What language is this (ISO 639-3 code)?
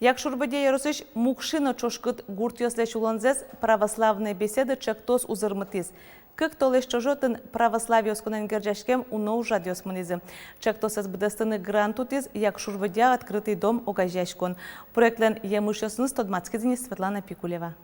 udm